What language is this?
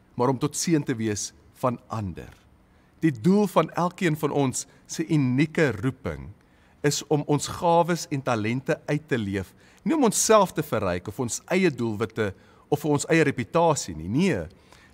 Afrikaans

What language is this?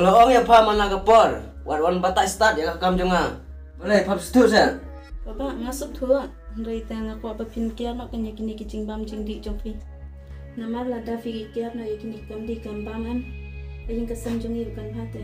Khasi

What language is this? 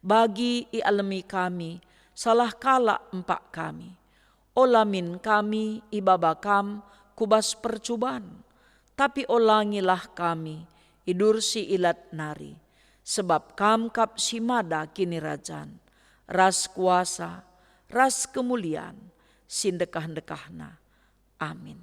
Batak Karo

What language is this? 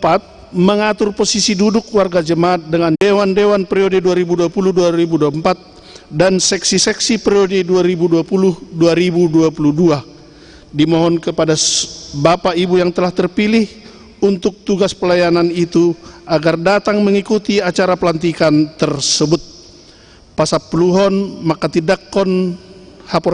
Batak Toba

